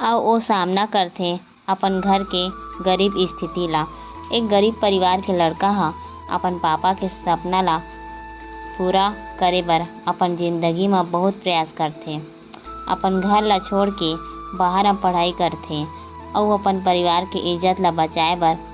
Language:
Chhattisgarhi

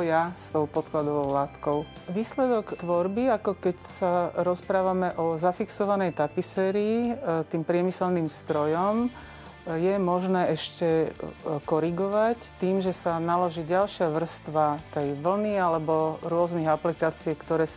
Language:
Slovak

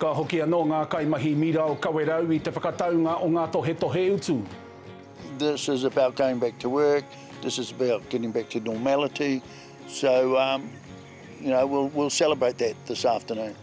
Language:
Māori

